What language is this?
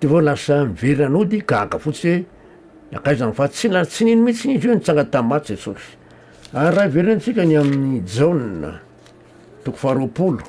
Malagasy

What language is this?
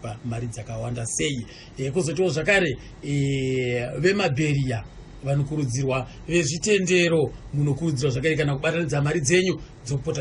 Shona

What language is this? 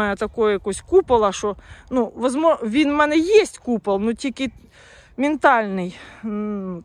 Ukrainian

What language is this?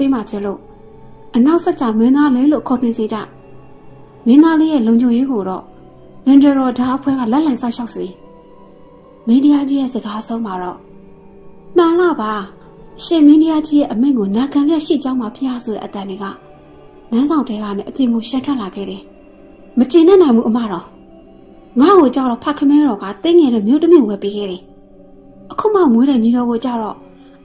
Burmese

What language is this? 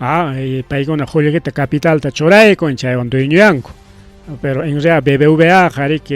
Ayacucho Quechua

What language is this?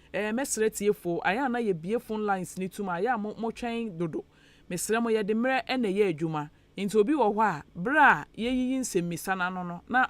Akan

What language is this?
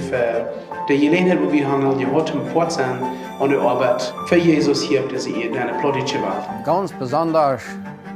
Plautdietsch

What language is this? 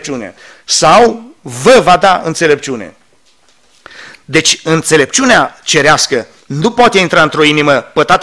Romanian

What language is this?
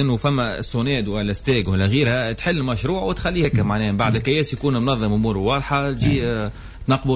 Tunisian Arabic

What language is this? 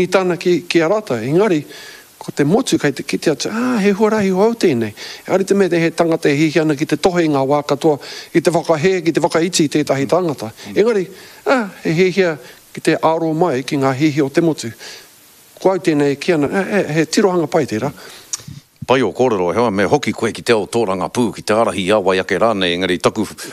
Māori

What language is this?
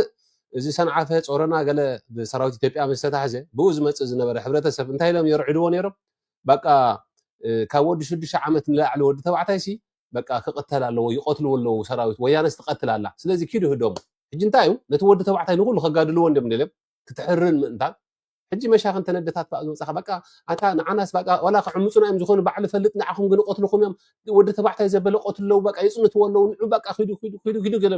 Tigrinya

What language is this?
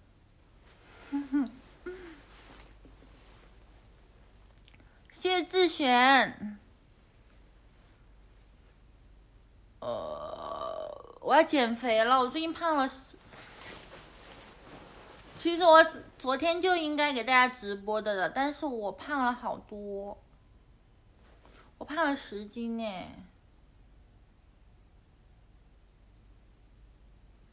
Chinese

